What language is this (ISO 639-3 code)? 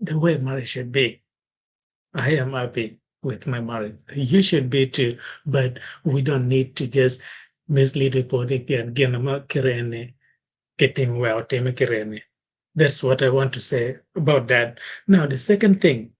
ach